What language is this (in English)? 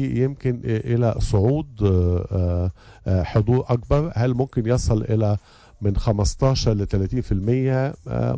Tunisian Arabic